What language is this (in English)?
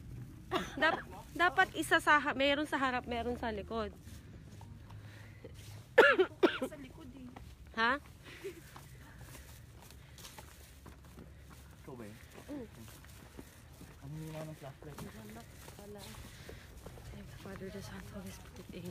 Filipino